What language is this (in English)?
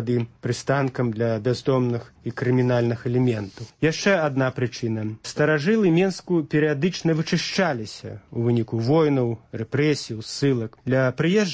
Belarusian